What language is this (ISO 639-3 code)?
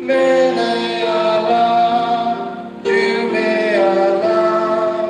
mjw